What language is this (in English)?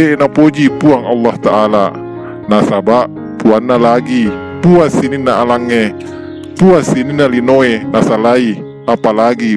Buginese